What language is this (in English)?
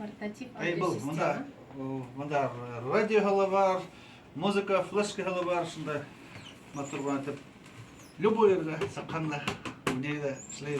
Bashkir